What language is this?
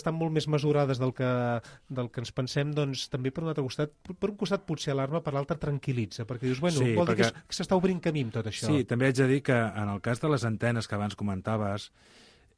Catalan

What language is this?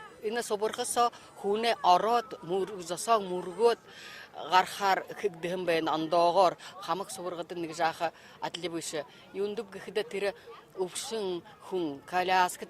Buriat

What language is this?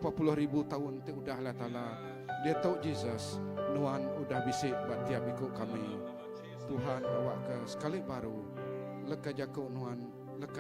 Iban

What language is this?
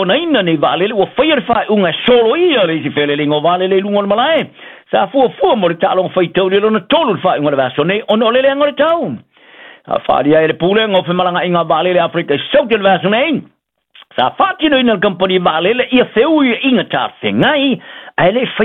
Samoan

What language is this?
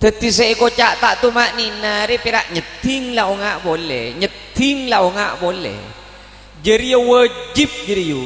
Madurese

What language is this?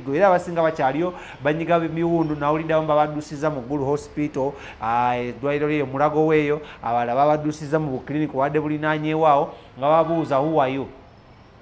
Ganda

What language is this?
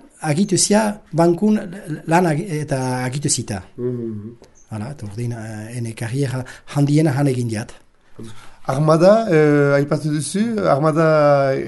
Basque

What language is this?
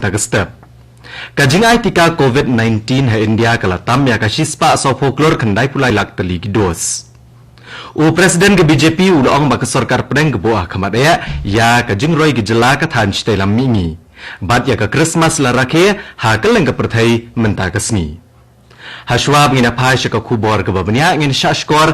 Khasi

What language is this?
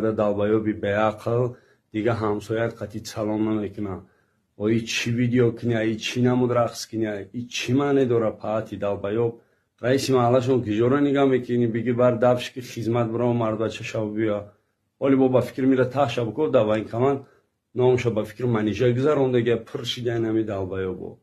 Tajik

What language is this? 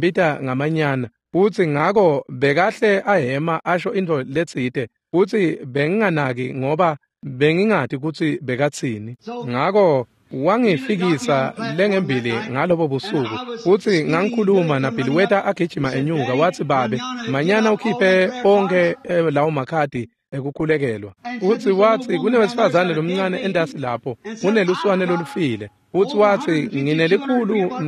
Swati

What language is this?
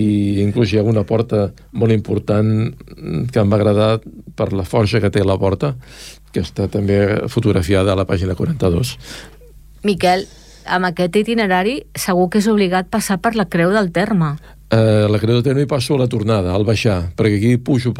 Catalan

